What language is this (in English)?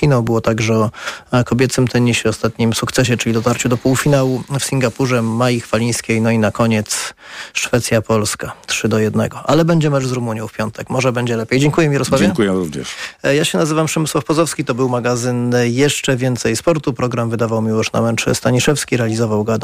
Polish